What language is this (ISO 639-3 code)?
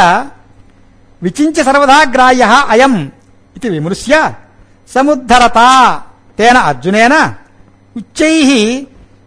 san